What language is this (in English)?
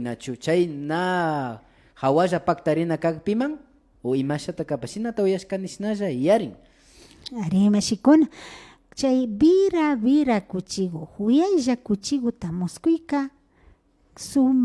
Imbabura Highland Quichua